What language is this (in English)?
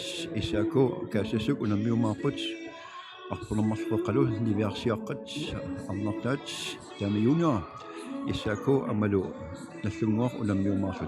Kalaallisut